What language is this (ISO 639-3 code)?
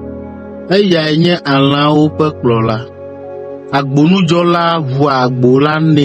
ewe